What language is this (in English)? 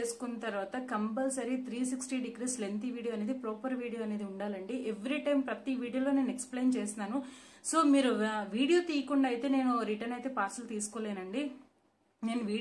Telugu